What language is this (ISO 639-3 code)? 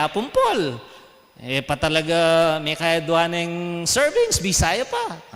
pam